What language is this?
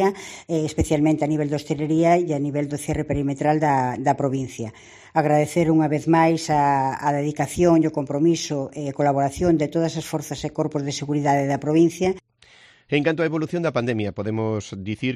Galician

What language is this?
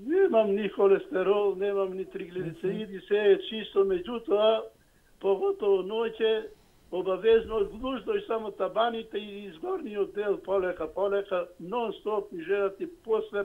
Macedonian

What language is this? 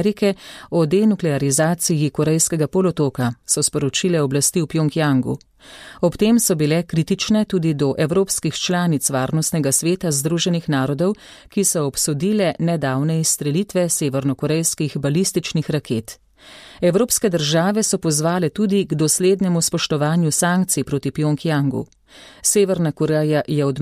Slovenian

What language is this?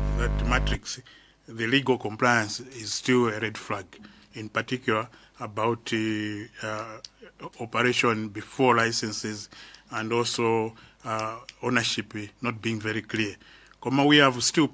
Nyanja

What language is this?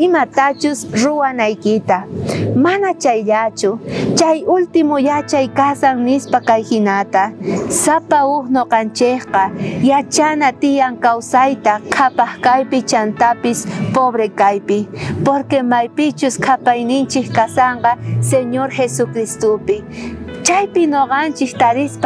South Bolivian Quechua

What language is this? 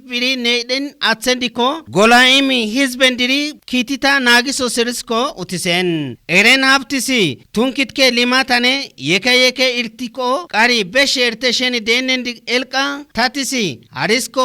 Kafa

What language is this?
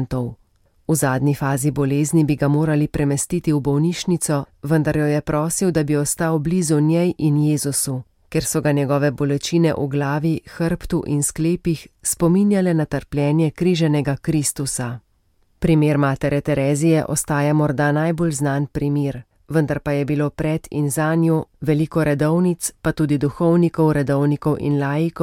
Slovenian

